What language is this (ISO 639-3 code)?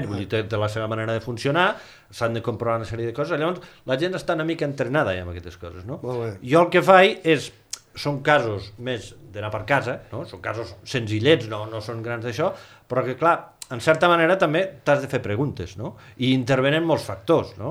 cat